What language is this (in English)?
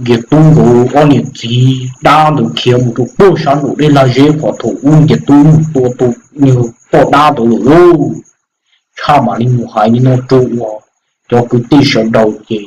Hmong